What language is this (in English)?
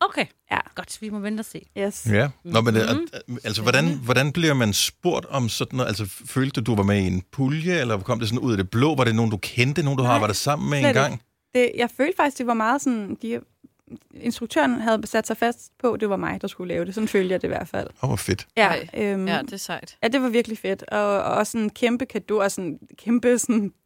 Danish